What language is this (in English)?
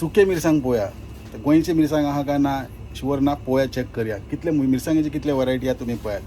Konkani